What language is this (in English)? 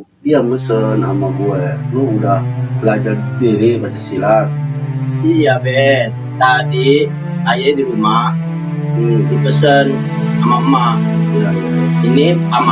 Betawi